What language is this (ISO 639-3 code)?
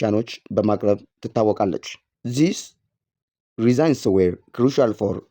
orm